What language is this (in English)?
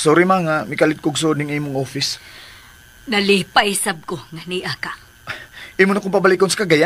Cebuano